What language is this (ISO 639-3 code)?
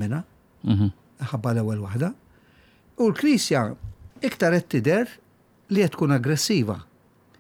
mlt